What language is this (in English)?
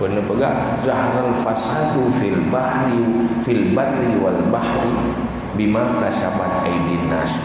Achinese